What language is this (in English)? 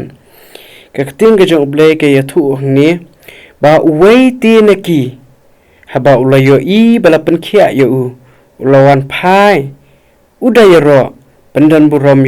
Khasi